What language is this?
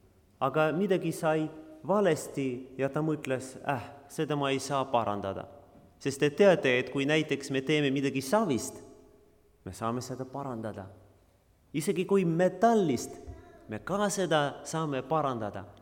Estonian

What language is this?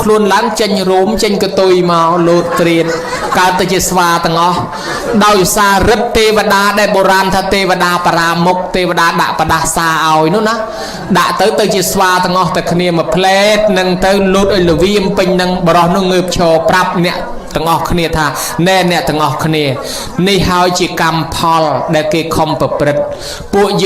Khmer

